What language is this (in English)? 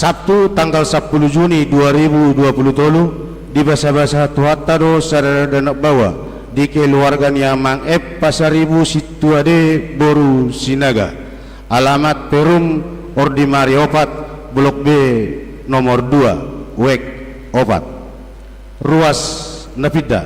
Batak Toba